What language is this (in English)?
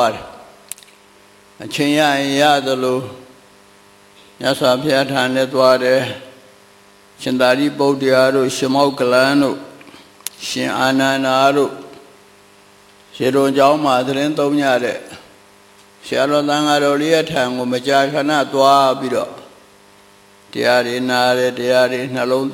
Burmese